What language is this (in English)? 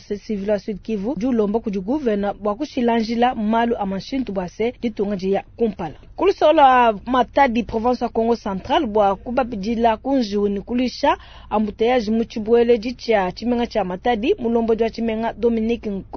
Luba-Lulua